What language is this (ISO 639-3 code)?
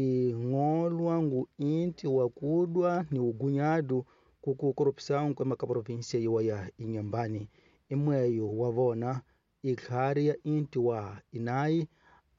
tso